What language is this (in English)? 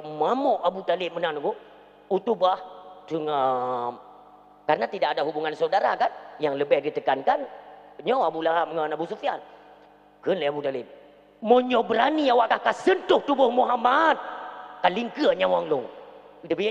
Achinese